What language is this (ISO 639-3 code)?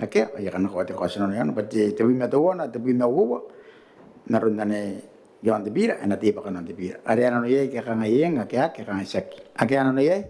gil